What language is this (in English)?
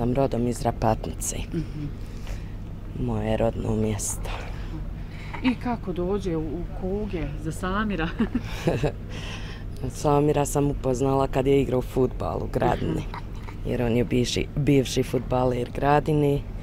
Bosnian